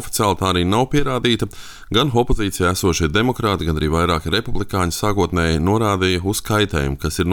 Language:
Latvian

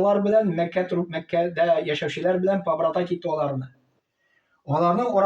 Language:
Tatar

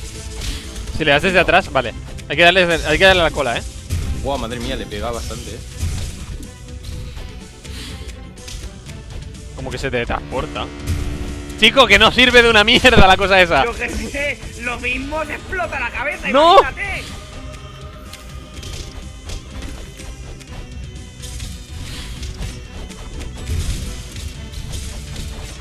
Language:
Spanish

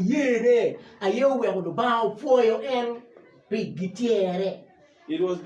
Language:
Acoli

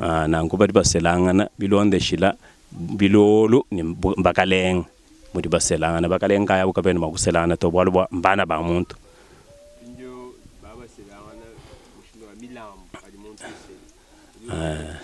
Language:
Luba-Lulua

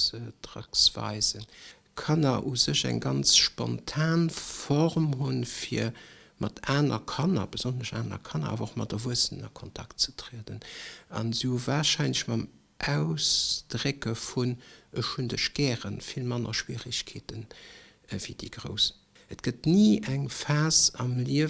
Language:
Luxembourgish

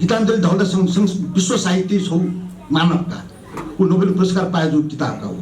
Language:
Newari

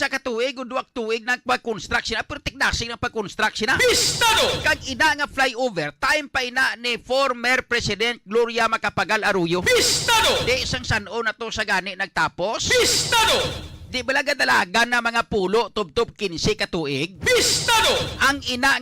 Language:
Hiligaynon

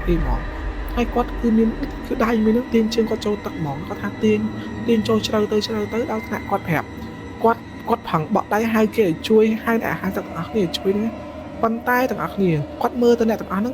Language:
Khmer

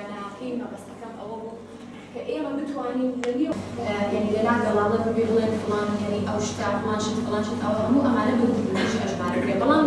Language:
Central Kurdish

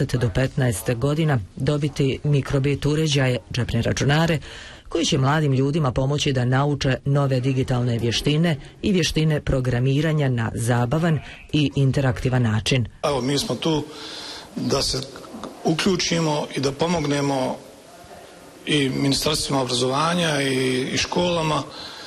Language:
Bosnian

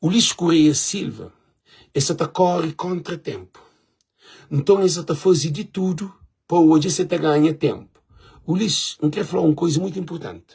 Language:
Kabuverdianu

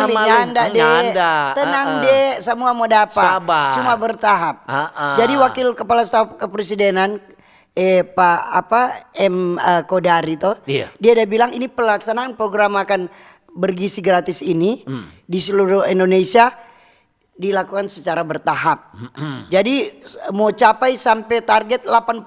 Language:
Manado Malay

